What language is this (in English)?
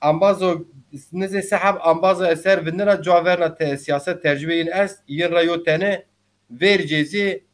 Zaza